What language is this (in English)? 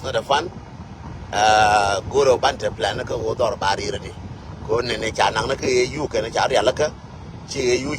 Nuer